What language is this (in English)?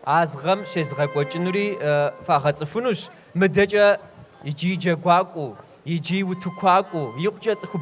Kabardian